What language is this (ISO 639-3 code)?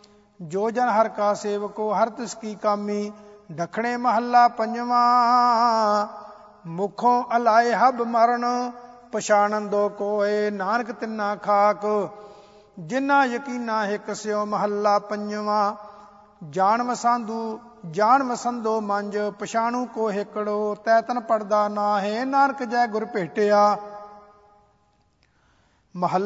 pan